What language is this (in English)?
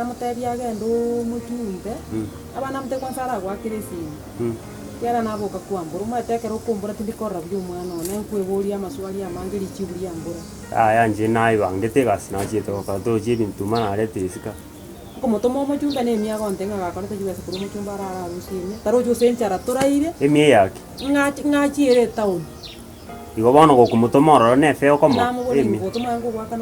Gusii